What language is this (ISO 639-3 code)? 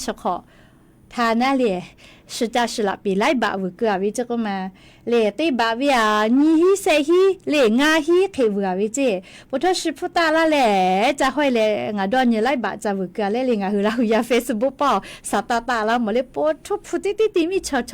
lhu